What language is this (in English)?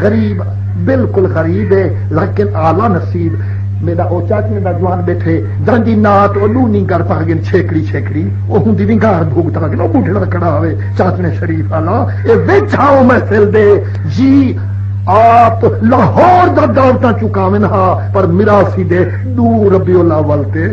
Saraiki